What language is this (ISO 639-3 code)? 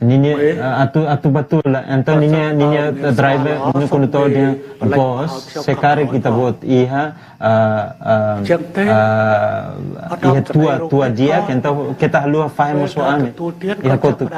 tet